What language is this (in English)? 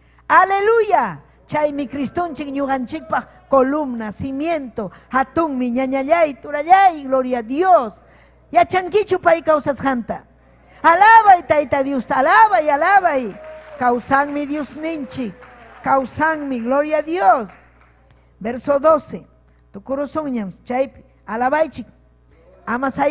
Ayacucho Quechua